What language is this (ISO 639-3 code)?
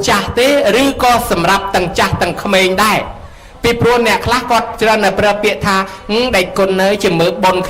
khm